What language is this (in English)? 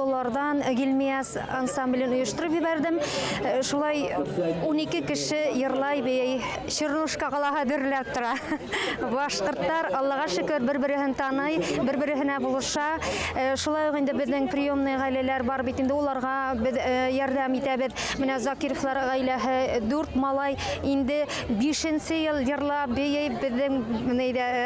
Bashkir